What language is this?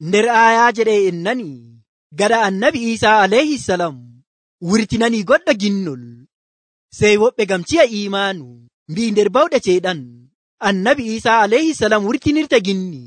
Nigerian Fulfulde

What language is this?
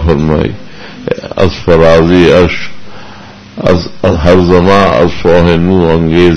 Urdu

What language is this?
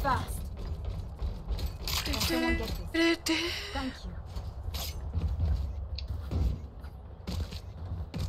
Finnish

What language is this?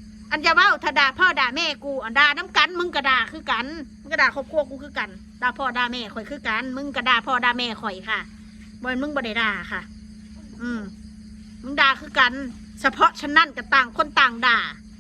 Northeastern Thai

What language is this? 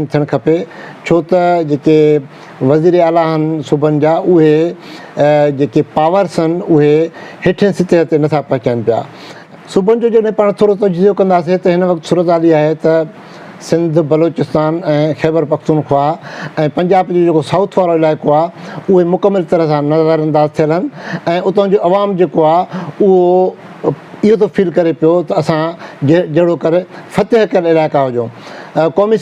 Sindhi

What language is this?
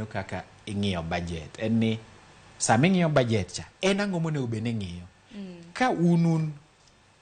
Luo (Kenya and Tanzania)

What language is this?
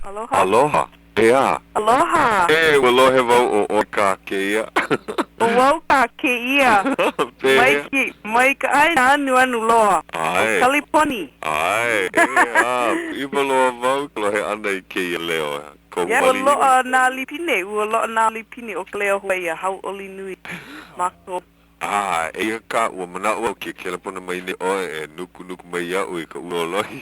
Hawaiian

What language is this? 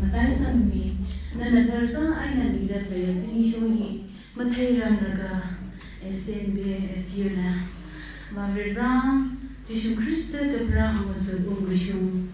Tangkhul Naga (India)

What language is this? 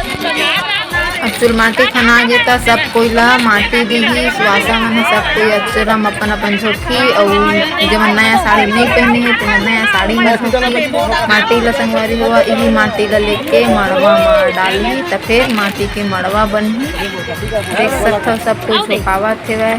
Chhattisgarhi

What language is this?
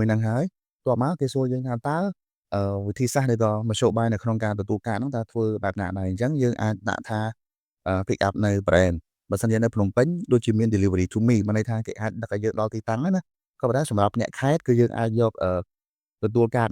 Khmer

